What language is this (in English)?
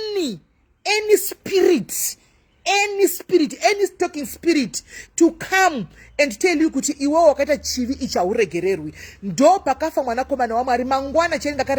Shona